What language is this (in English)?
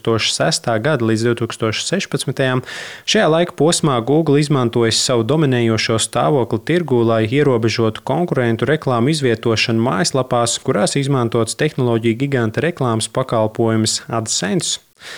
Latvian